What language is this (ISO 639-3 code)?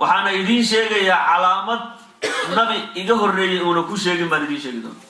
som